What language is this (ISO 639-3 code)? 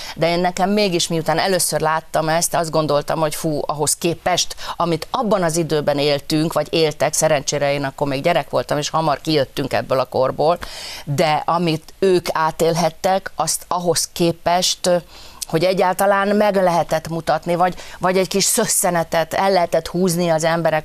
hun